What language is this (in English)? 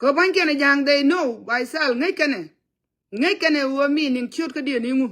Nuer